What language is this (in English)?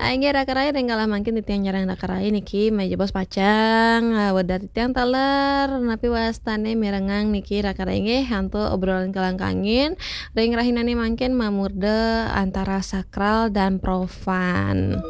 Balinese